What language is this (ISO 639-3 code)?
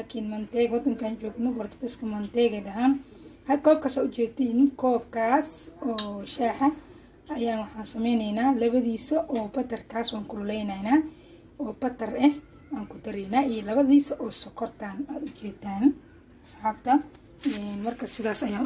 som